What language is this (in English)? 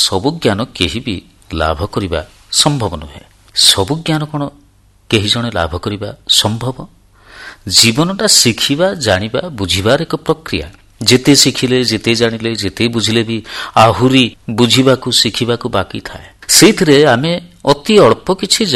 Odia